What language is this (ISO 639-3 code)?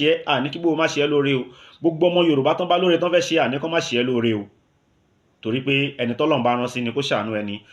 yor